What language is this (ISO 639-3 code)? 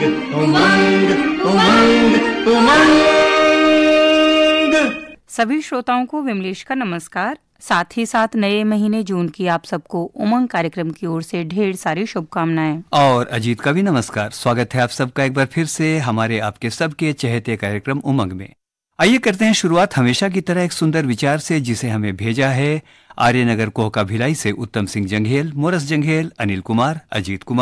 hin